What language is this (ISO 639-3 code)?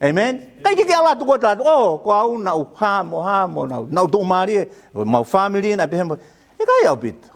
ton